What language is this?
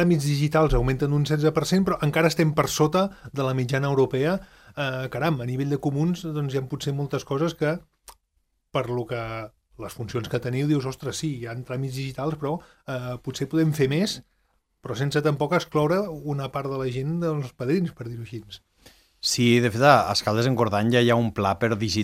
Catalan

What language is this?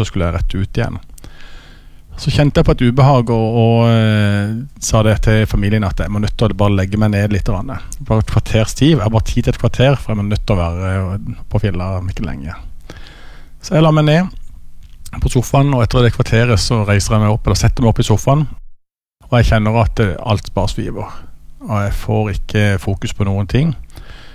Norwegian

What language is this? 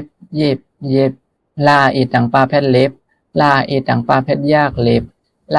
Shan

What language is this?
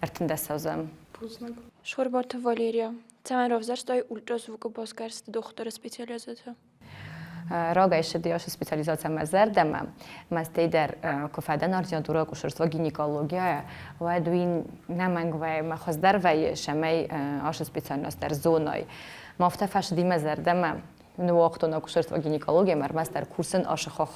Ossetic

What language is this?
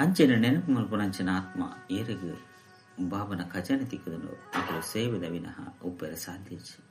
Tulu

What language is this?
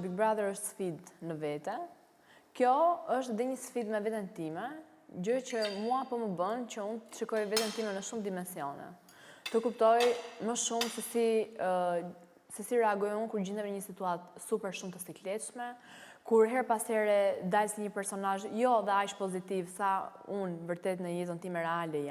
Albanian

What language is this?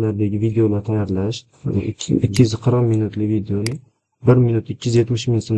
Uzbek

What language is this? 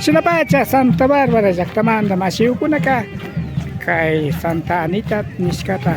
Imbabura Highland Quichua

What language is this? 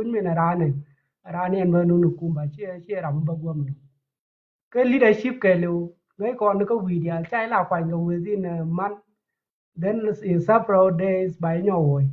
Nuer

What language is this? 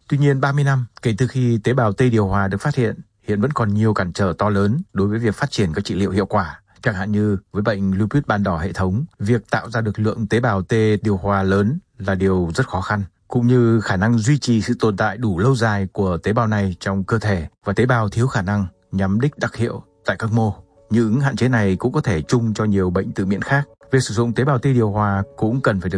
Vietnamese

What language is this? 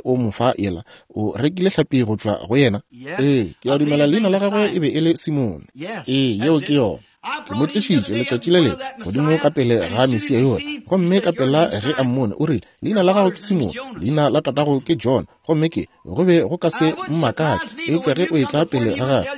Northern Sotho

